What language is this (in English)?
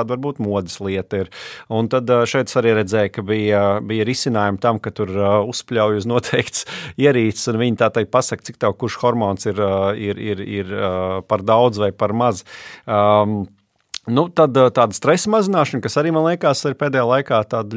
Latvian